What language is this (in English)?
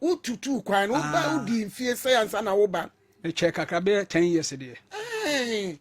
Akan